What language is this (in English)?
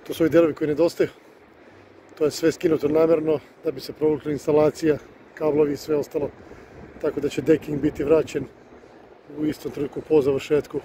Serbian